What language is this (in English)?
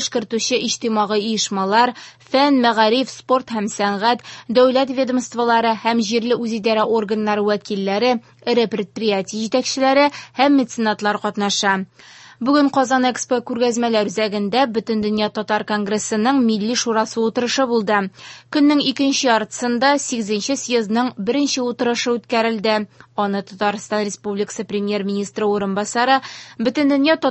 Tatar